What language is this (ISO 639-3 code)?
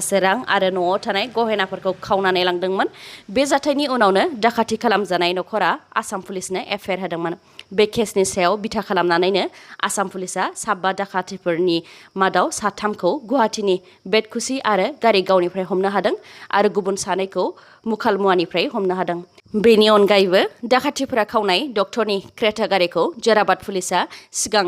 brx